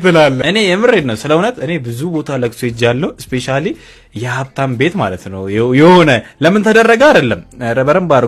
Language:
Amharic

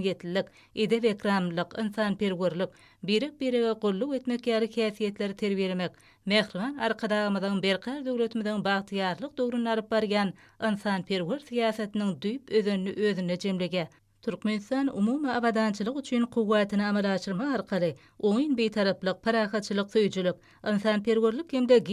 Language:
Turkmen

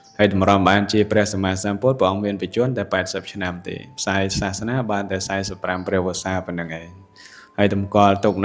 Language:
Khmer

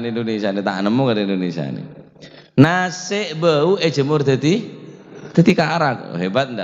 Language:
Madurese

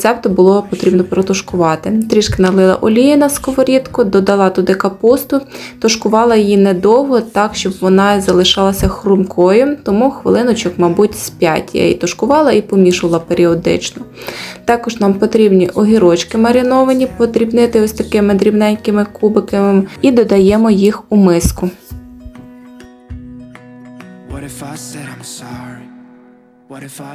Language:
Ukrainian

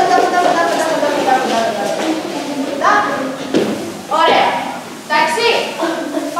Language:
Greek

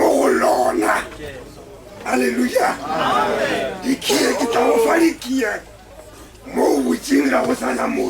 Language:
Northern Sotho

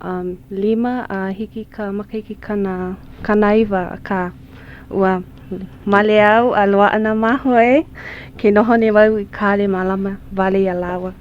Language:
Hawaiian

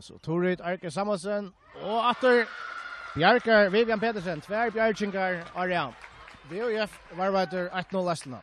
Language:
Faroese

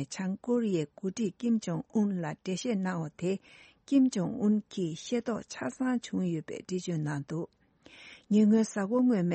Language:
Tibetan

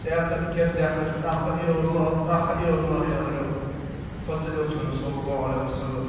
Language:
Ingush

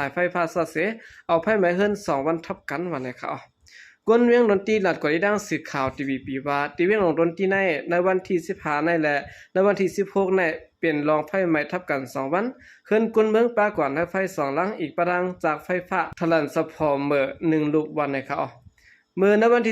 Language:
Shan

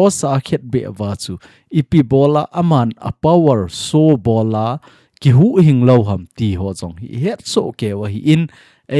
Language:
Thado Chin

